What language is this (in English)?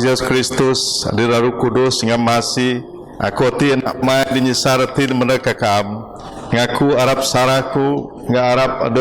Biatah Bidayuh